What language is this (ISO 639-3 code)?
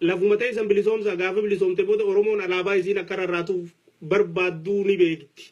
orm